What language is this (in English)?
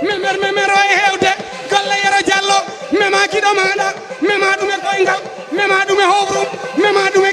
Fula